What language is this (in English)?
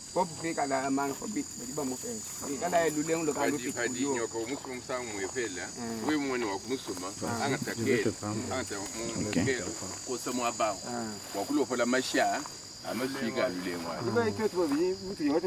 Luba-Lulua